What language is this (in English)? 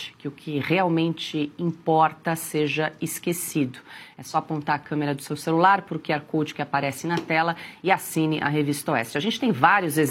Portuguese